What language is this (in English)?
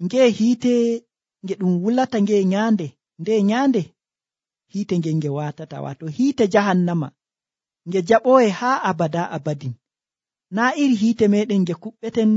Nigerian Fulfulde